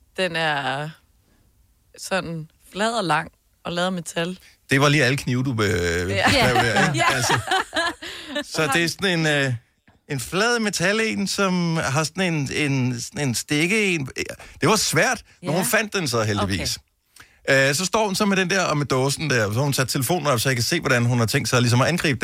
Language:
Danish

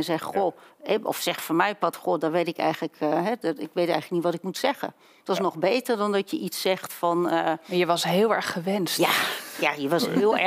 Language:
Dutch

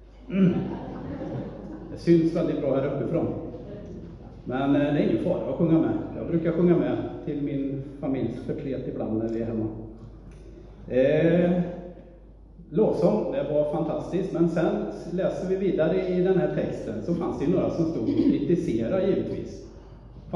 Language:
Swedish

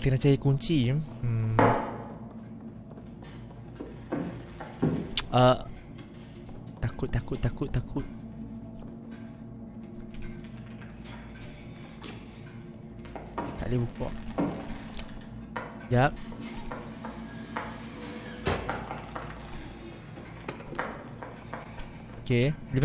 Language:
Malay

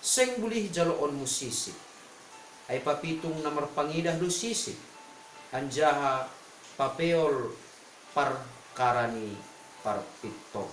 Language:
Batak Simalungun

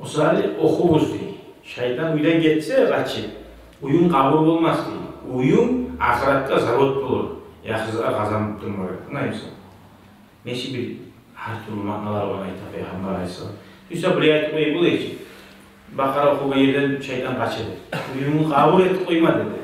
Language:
Kumyk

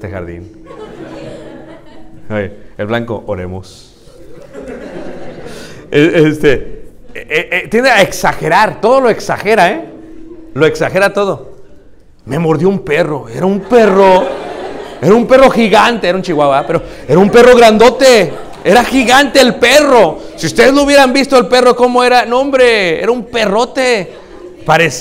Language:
Spanish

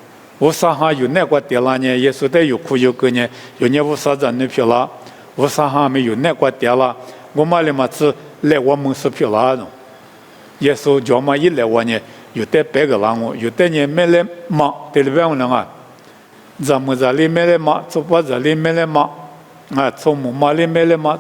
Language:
Lisu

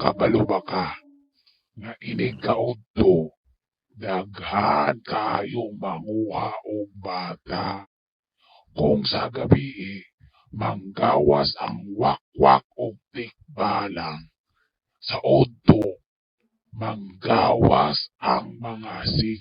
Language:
Cebuano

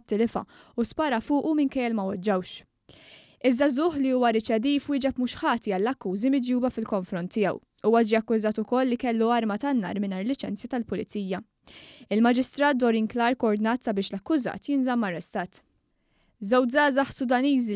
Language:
Maltese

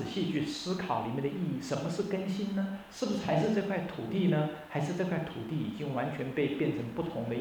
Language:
Chinese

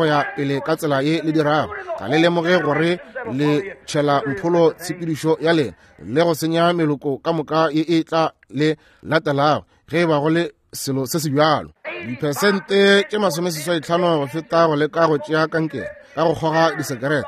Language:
Northern Sotho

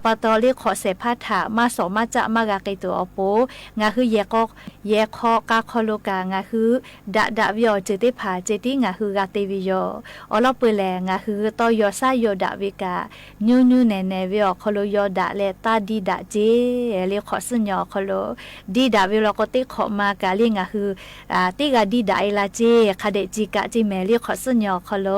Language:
Lahu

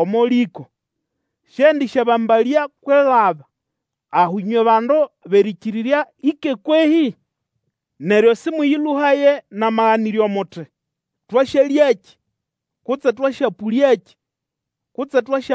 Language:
Nande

